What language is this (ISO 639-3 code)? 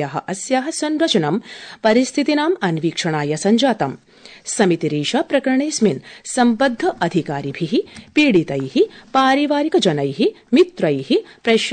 san